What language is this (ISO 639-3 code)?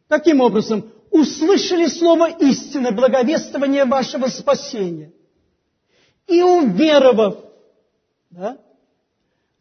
rus